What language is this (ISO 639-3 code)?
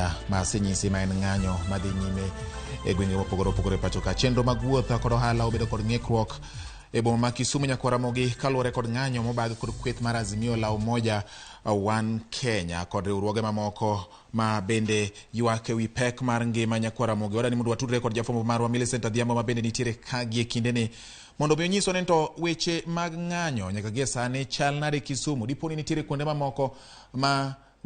luo